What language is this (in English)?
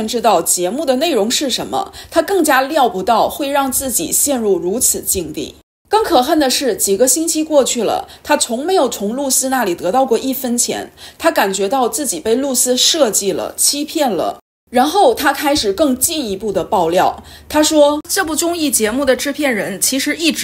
Chinese